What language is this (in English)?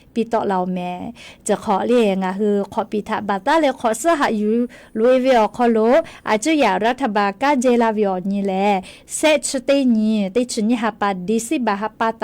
Lahu